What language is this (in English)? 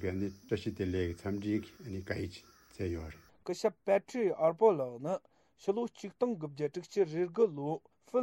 Tibetan